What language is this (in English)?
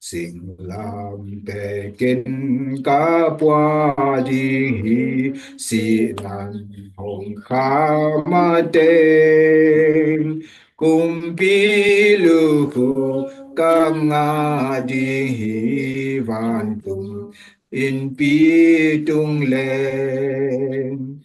Tedim Chin